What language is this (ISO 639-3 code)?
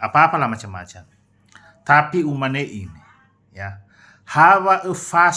nia